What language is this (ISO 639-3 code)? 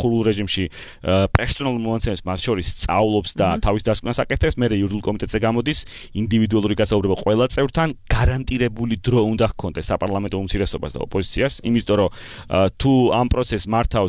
kat